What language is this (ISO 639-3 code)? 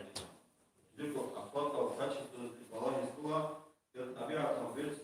ava